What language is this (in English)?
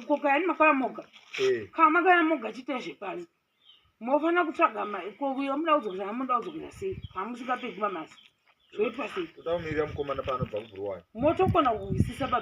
Shona